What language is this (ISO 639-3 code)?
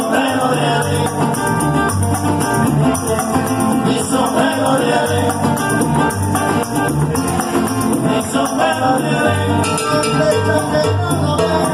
spa